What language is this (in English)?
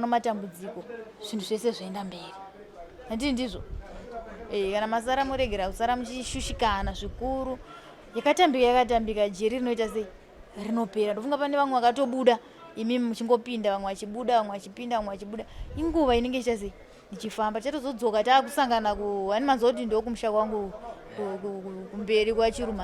Shona